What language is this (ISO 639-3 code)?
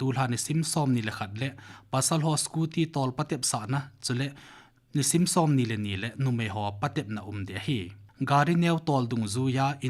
tcz